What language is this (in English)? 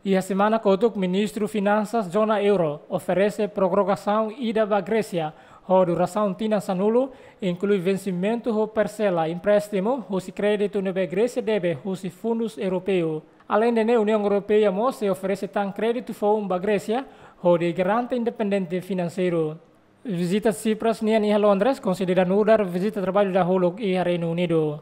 Tetum